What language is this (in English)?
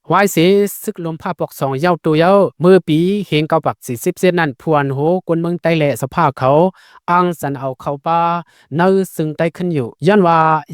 Shan